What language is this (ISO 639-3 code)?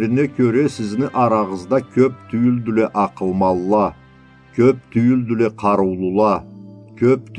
krc